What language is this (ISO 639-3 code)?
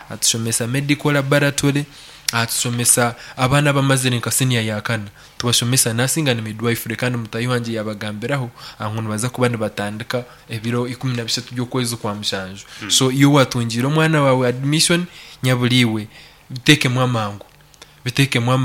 nyn